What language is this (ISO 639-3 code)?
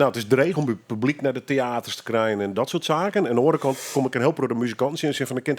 fry